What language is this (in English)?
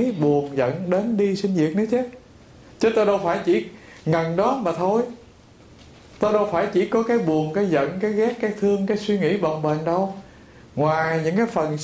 Vietnamese